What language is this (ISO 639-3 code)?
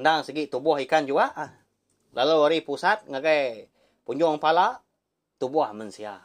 iba